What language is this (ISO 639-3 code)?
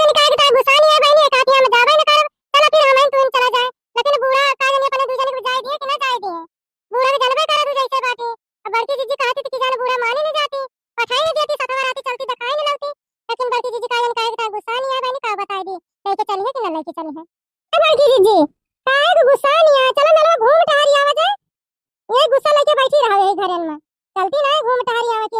awa